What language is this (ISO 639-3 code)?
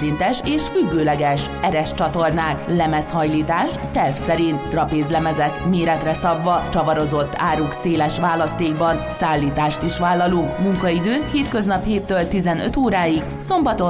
hun